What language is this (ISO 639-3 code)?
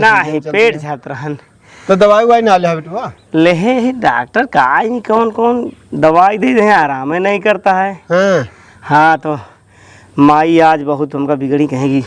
awa